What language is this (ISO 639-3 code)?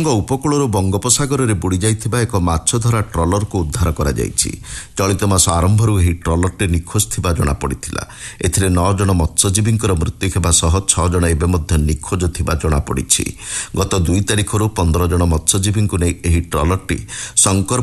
ori